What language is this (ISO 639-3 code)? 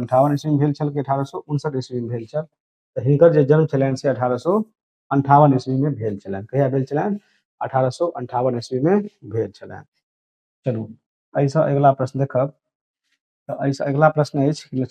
mai